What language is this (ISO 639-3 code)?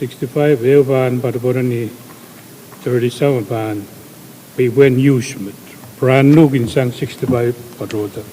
pon